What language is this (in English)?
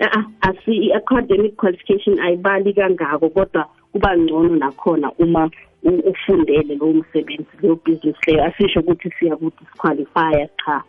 South Ndebele